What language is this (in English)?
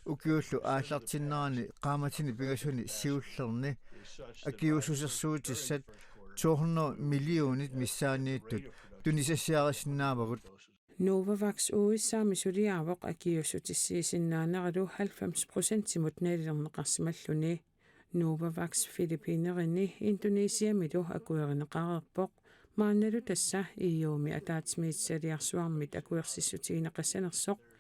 Kalaallisut